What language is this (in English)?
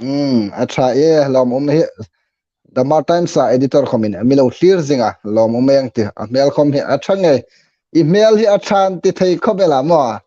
Hmar